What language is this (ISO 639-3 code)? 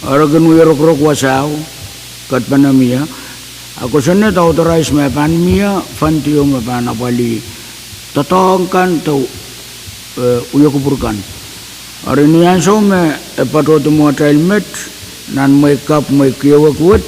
pon